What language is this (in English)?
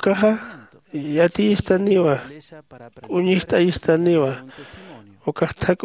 Aymara